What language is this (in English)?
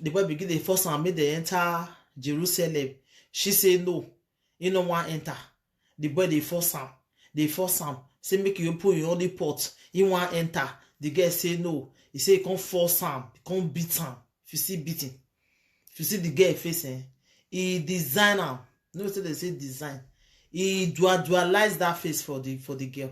Nigerian Pidgin